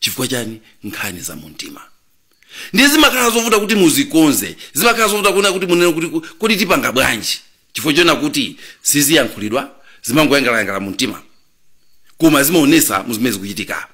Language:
Nyanja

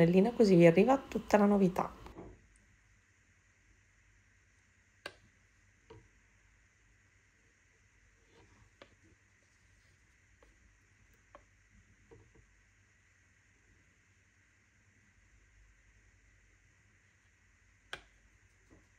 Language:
Italian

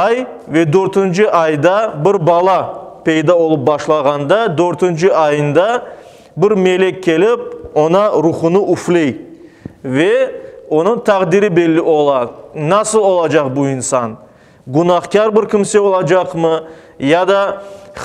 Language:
Crimean Tatar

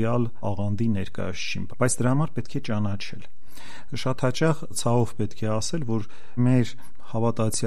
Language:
Armenian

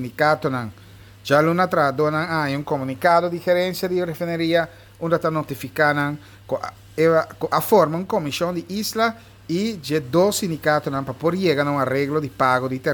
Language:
Papiamento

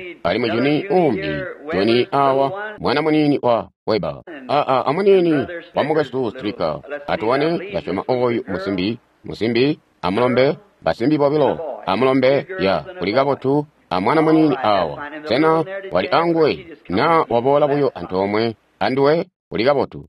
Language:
Tonga (Zambia)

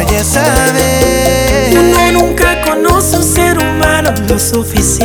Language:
Spanish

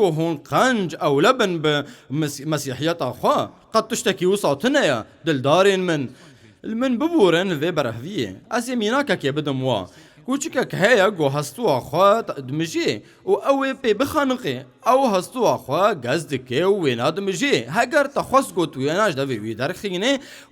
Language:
Kurdish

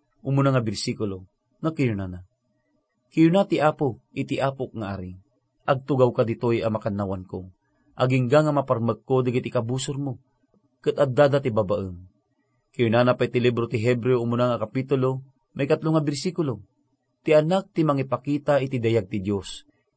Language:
Iloko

